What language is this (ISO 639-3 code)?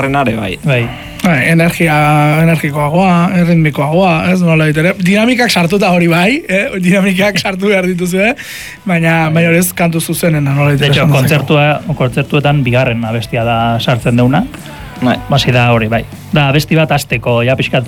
eus